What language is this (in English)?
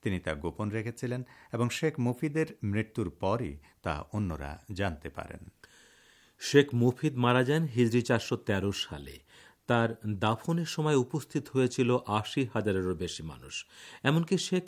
Bangla